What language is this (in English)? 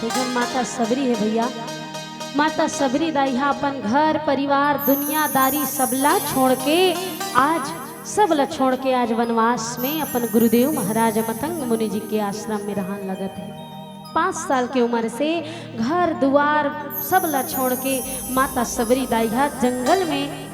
Chhattisgarhi